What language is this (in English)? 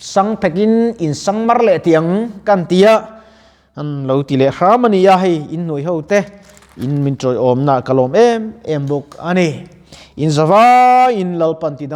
Mizo